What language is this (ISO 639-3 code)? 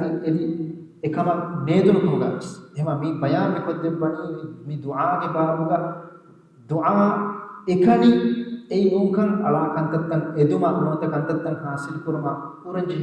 div